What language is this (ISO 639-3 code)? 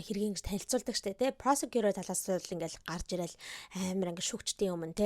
mon